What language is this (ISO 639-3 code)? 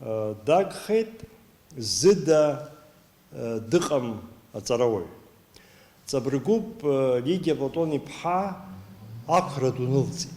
abk